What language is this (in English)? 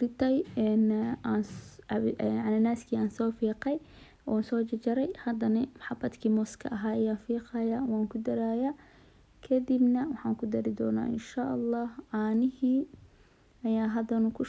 Somali